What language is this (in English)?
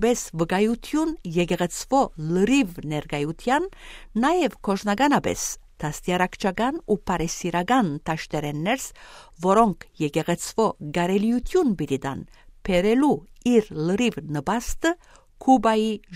Western Armenian